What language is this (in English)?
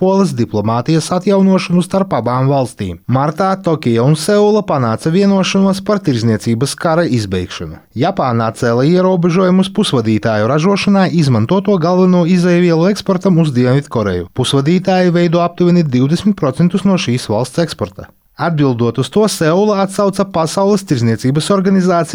Latvian